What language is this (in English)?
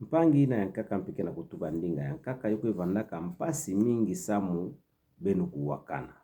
Kituba (Democratic Republic of Congo)